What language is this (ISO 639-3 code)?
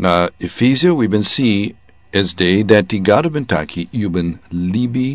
srn